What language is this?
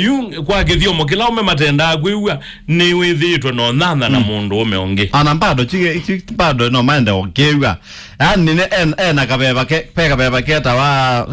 Kamba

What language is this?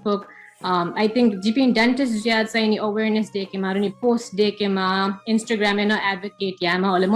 Newari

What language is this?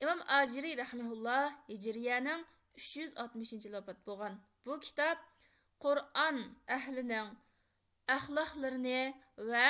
Uyghur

